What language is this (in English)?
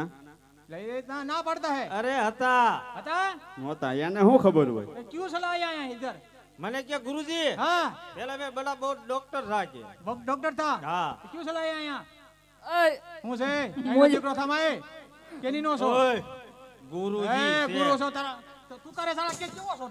Gujarati